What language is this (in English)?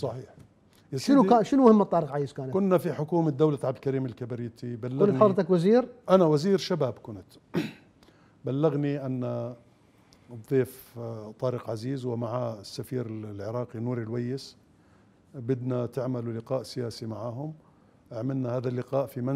Mesopotamian Arabic